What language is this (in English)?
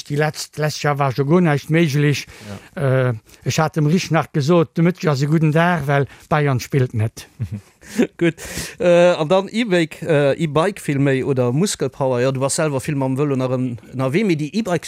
Luxembourgish